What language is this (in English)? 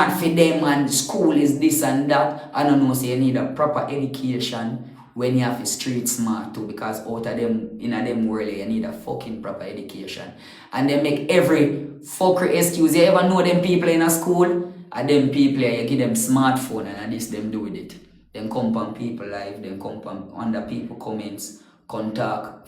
Jamaican Creole English